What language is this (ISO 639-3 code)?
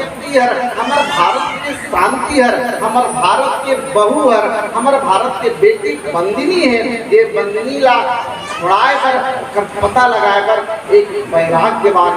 hne